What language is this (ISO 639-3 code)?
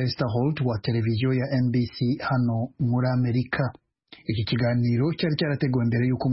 kin